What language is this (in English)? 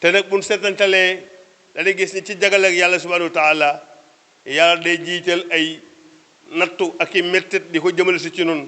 Wolof